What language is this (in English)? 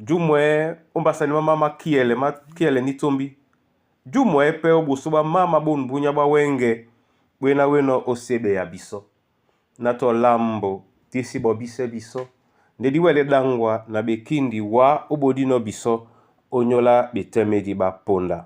Duala